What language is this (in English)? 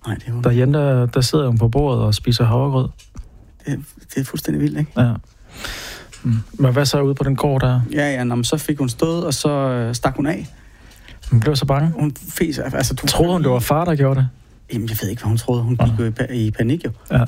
Danish